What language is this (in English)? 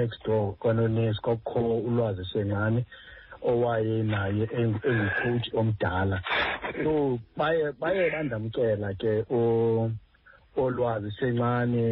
Xhosa